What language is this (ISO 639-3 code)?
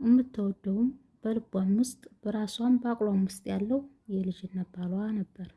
amh